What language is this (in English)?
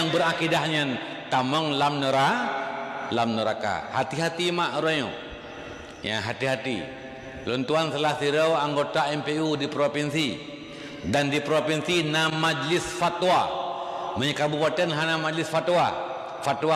Achinese